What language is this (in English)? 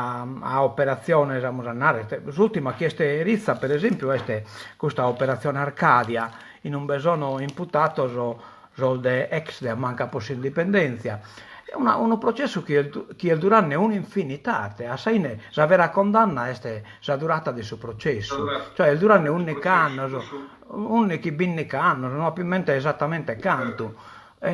Sardinian